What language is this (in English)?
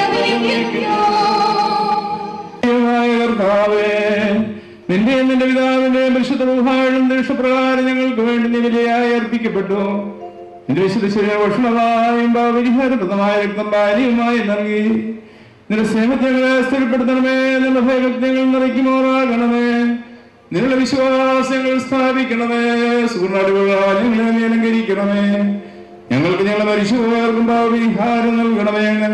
Malayalam